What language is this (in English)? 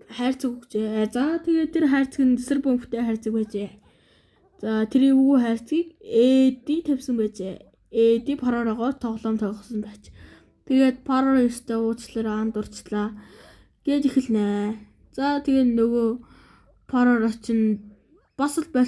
Mongolian